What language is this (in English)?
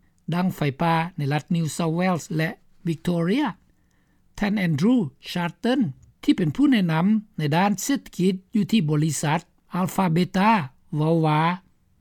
Lao